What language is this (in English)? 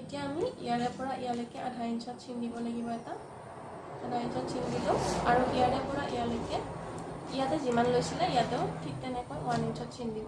Assamese